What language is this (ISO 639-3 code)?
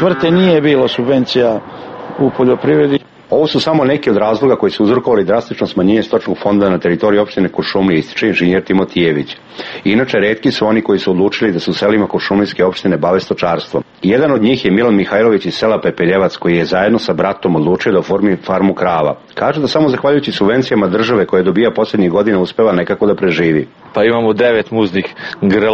srp